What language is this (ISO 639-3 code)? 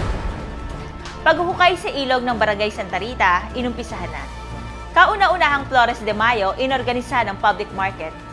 fil